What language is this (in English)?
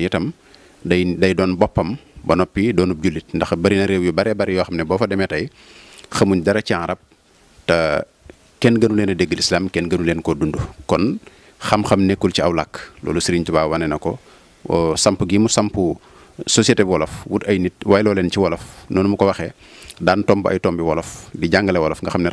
Wolof